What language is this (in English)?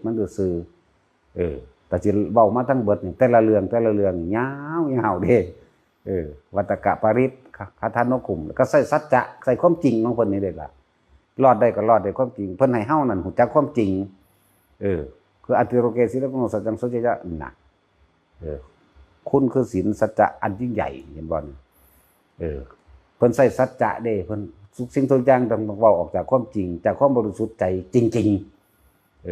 Northeastern Thai